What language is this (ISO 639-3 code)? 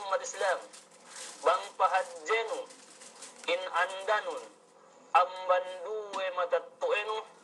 yka